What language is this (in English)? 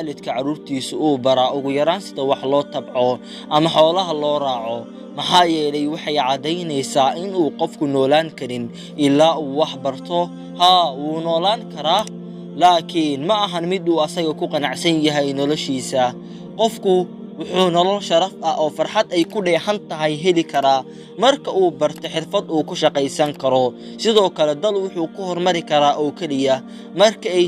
Somali